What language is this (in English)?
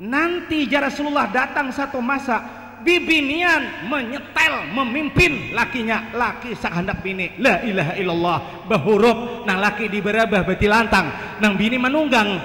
Banjar